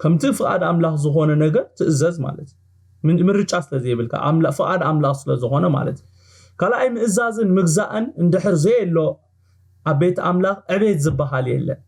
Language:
Tigrinya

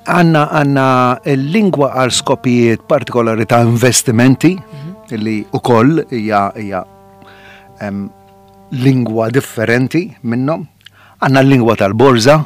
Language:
Maltese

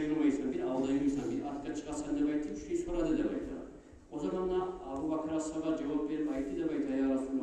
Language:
Kumyk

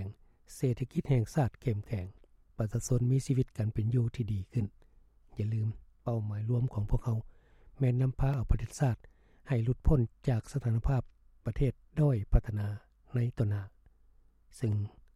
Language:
Lao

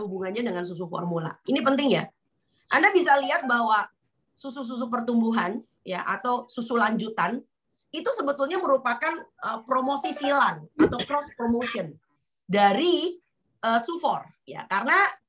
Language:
Indonesian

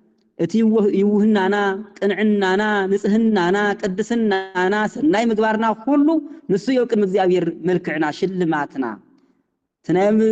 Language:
Tigrinya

